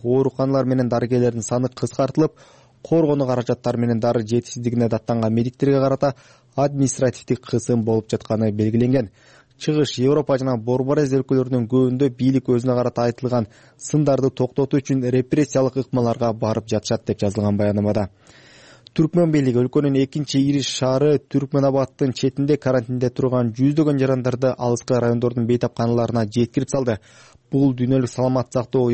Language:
Kyrgyz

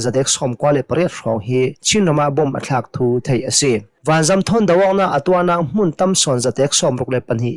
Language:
Hakha Chin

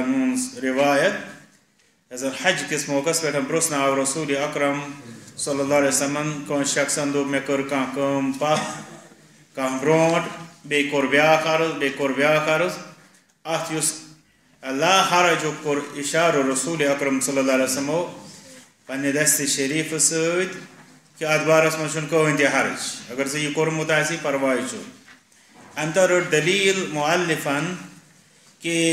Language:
Kashmiri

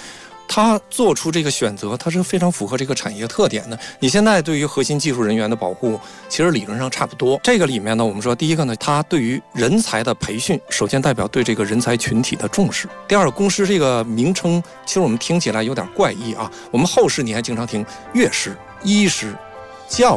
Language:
Chinese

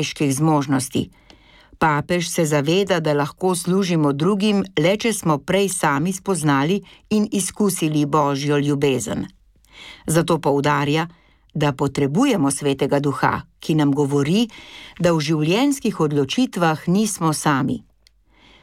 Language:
Slovenian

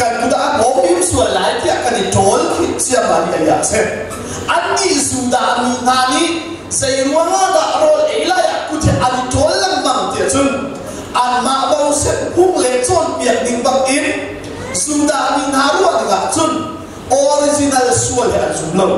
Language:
Hakha Chin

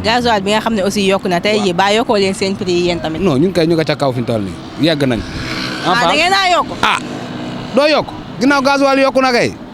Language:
Wolof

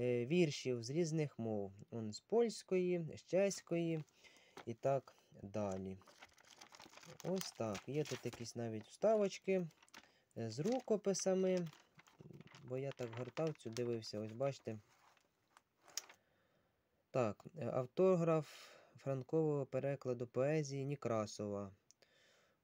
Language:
Ukrainian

